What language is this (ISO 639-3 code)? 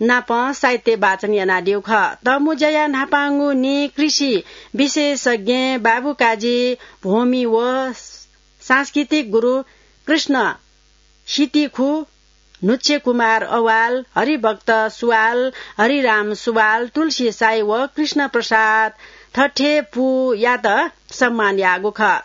new